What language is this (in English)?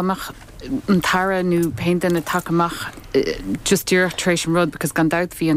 Irish